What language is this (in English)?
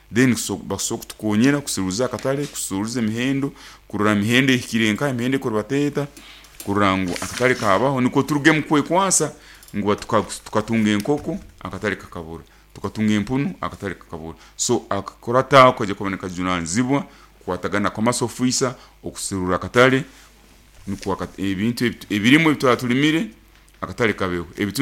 Nyoro